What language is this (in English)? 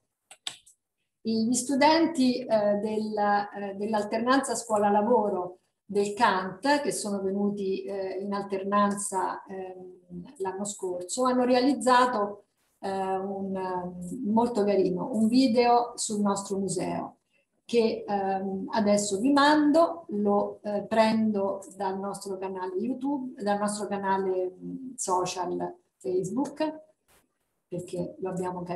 Italian